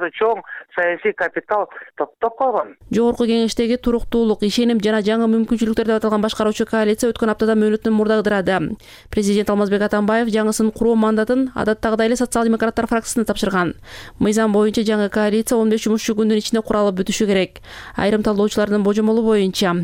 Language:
Kyrgyz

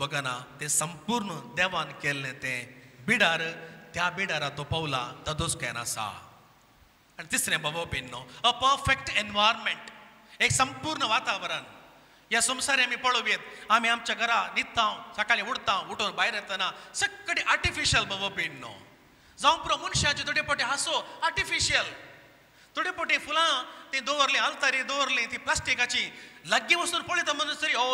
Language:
Konkani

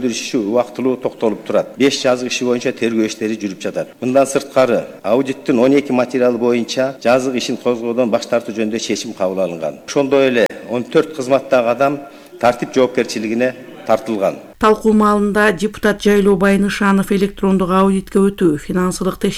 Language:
Kyrgyz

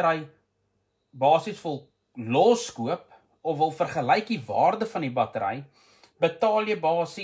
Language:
Afrikaans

